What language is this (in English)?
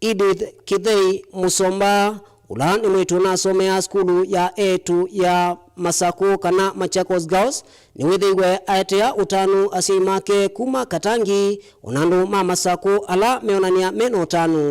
Kamba